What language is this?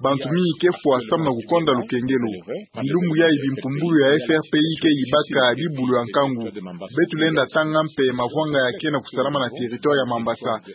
Kituba (Democratic Republic of Congo)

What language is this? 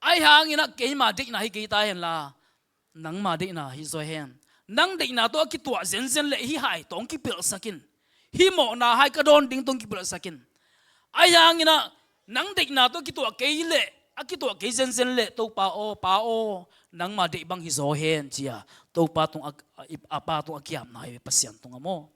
Tedim Chin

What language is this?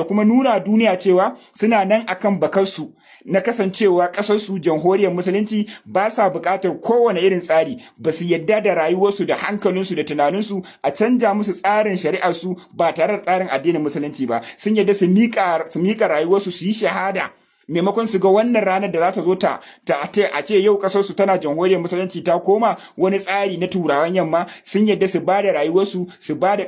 Hausa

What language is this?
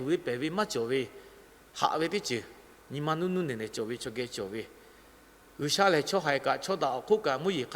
Lahu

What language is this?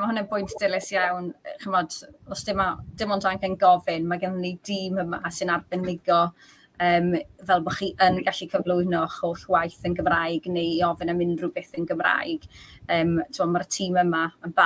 Welsh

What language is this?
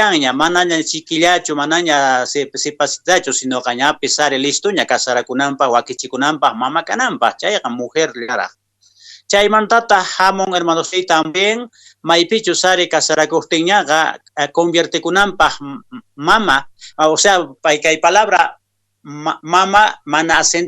Quechua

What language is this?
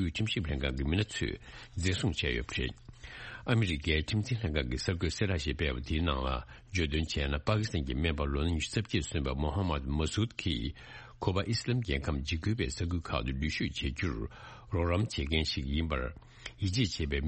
Tibetan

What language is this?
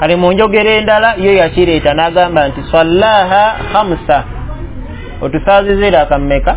Ganda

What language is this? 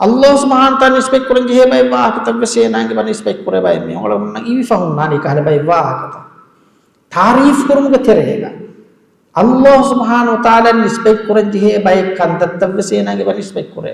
Divehi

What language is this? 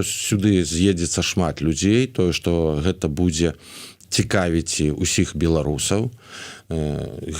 Belarusian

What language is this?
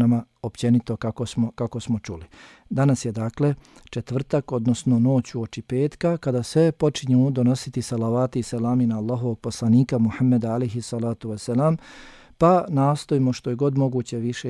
Bosnian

